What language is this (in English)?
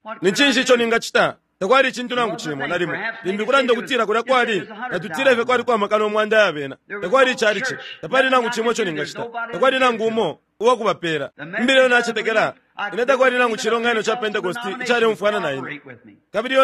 Bemba